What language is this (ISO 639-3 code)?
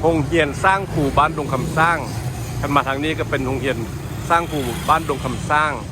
lao